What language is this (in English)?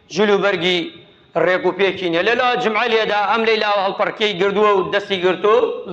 Central Kurdish